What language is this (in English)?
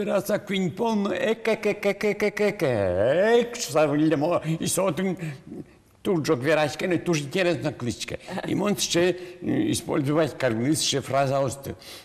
Udmurt